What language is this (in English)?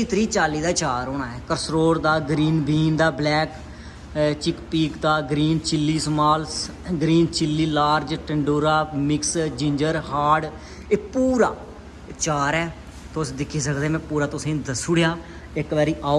Dogri